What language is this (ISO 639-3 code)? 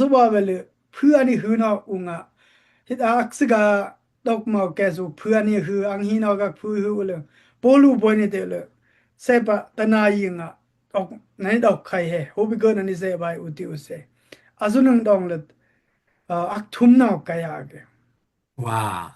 dao